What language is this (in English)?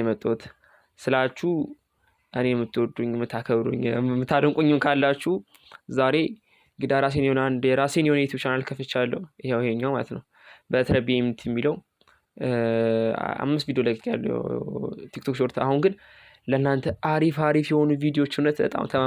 Amharic